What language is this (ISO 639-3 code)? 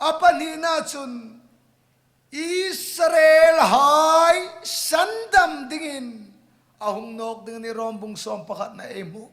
hmr